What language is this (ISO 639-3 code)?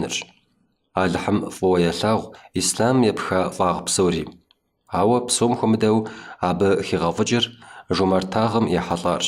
kbd